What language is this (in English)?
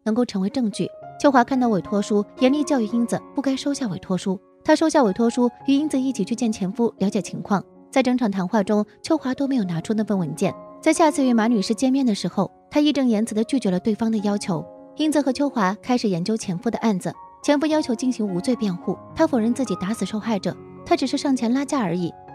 Chinese